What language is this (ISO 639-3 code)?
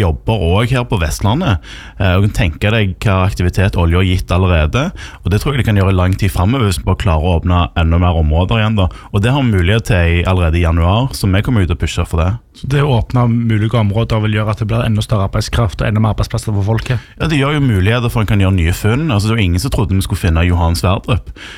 nor